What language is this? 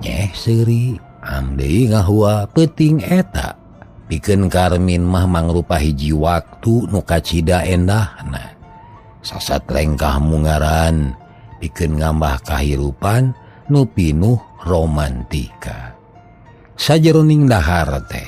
Sundanese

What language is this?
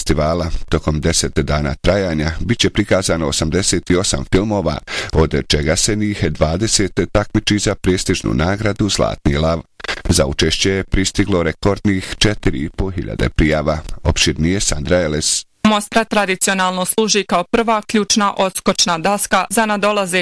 Bosnian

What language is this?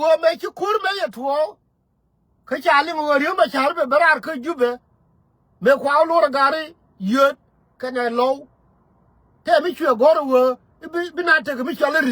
Nuer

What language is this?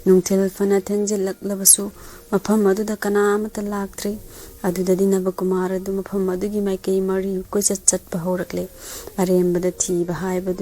Manipuri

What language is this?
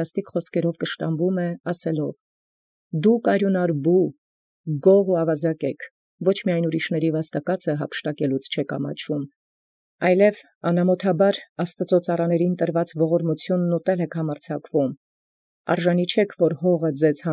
Armenian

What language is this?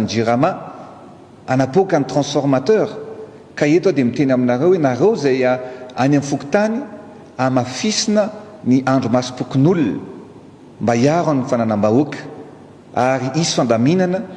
Malagasy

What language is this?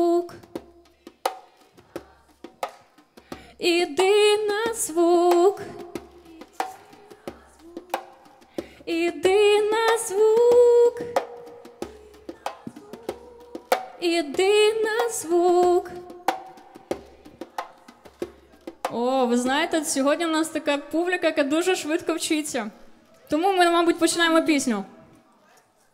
Ukrainian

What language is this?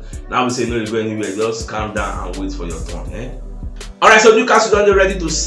Nigerian Pidgin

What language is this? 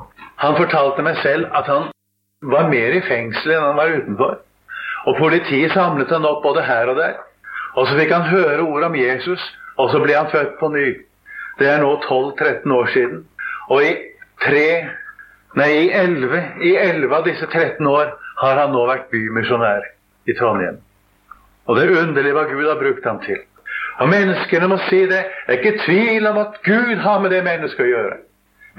Norwegian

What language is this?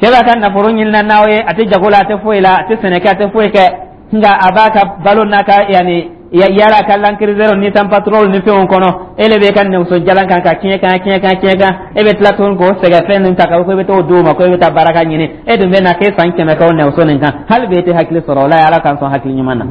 Dyula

